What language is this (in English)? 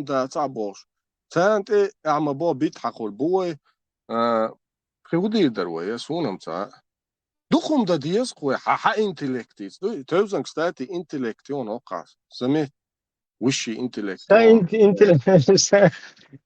Chechen